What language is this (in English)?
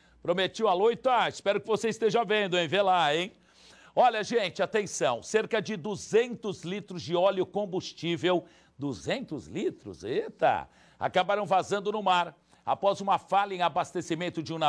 Portuguese